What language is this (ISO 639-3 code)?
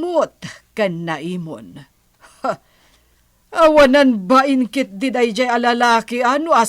ilo